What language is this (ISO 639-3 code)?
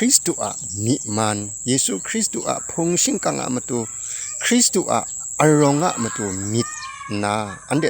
kac